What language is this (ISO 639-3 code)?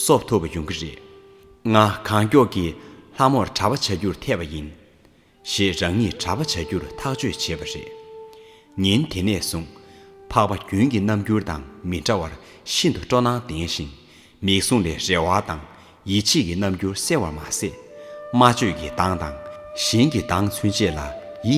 bod